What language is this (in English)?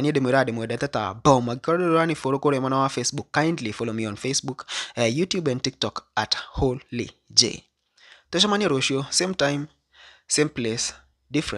Kikuyu